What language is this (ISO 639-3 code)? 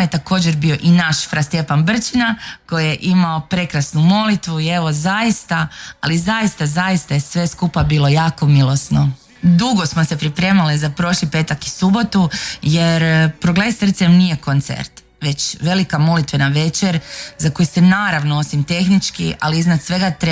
hrv